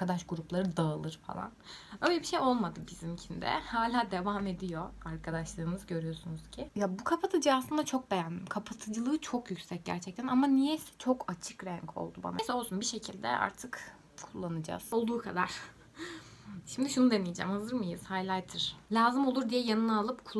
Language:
Turkish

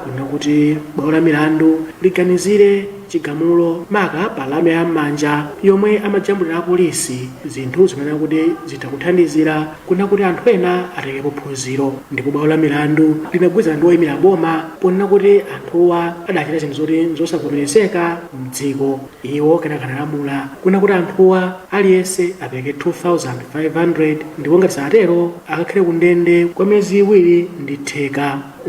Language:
Nyanja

